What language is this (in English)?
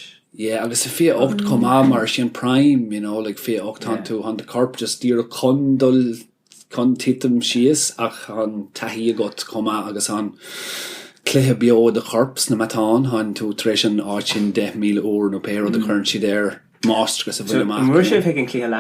Irish